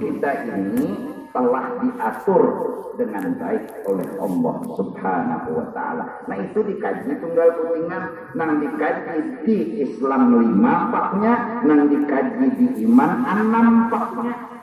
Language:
Banjar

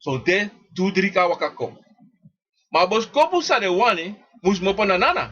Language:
Sranan Tongo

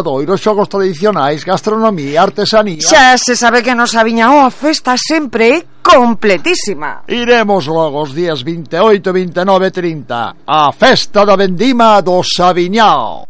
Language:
Galician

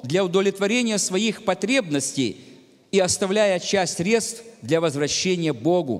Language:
Russian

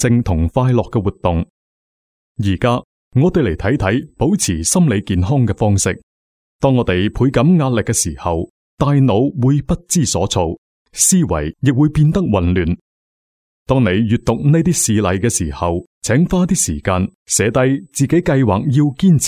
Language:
Cantonese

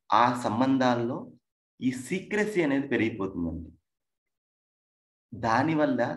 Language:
Telugu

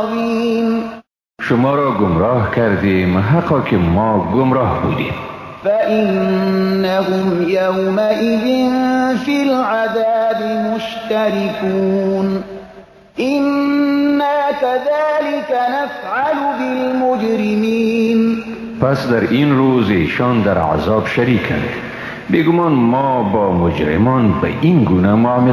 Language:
Persian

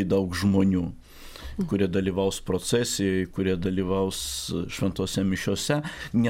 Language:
Lithuanian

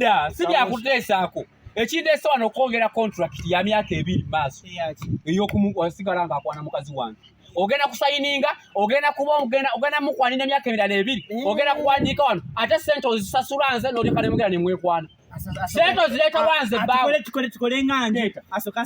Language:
Ganda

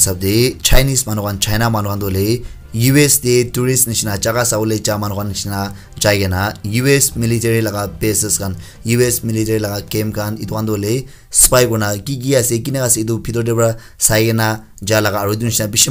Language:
Naga Pidgin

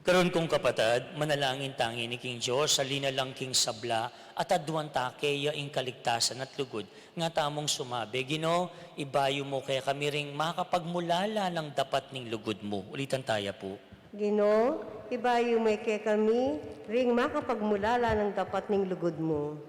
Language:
Pampanga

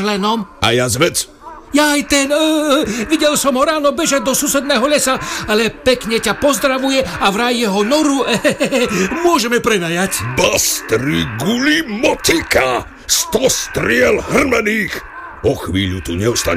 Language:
Slovak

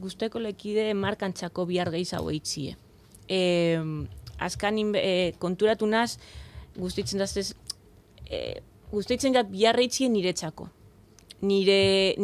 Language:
Basque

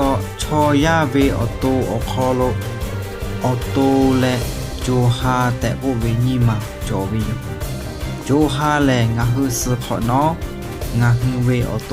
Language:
Lahu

